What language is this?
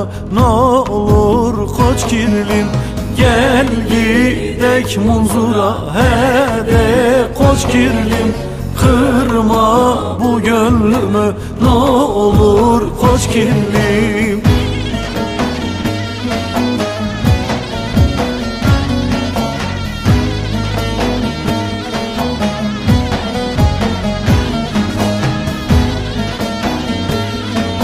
Turkish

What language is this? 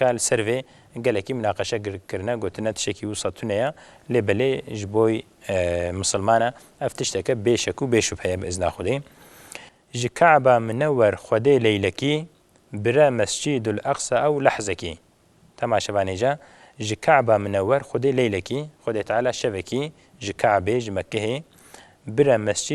Kurdish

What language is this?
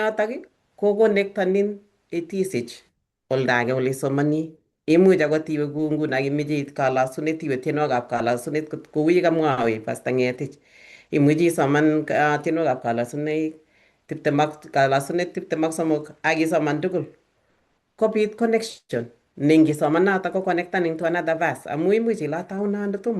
Kalenjin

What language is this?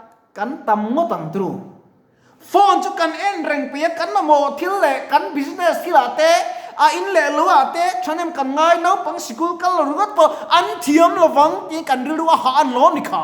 Mizo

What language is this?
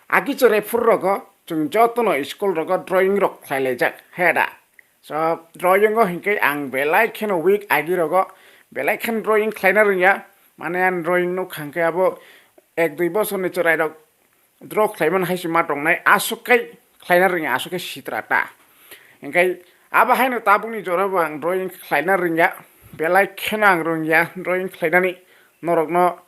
Kok Borok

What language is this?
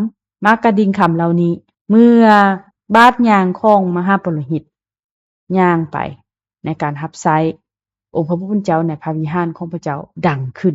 Lao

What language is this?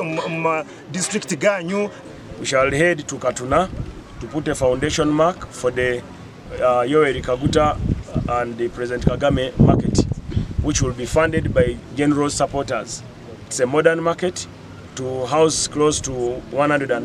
Nyankole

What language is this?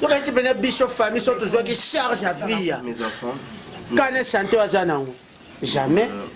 Lingala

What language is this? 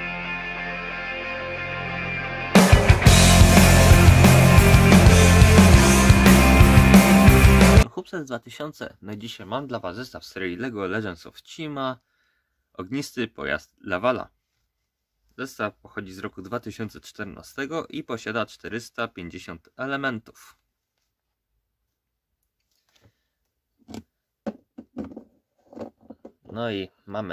Polish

